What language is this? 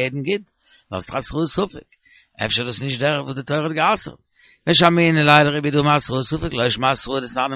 Yiddish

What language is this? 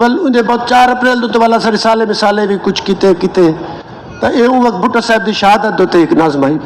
Saraiki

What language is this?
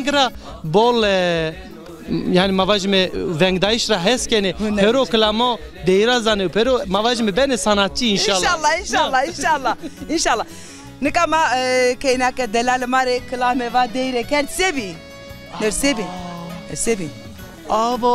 Zaza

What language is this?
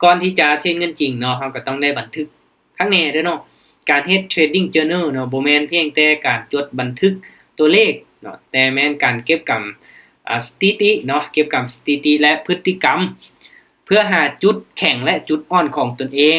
Lao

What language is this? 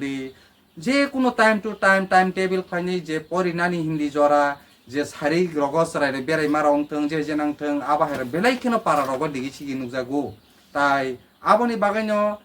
Kok Borok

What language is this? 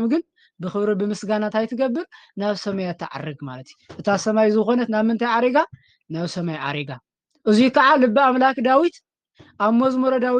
Tigrinya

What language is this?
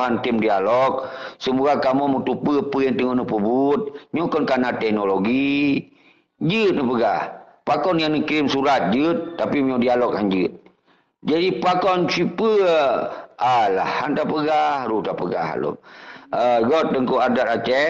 Achinese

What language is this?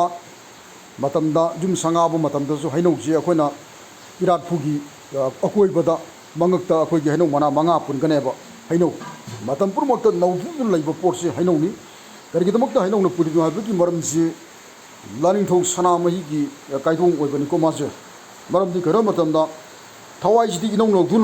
Manipuri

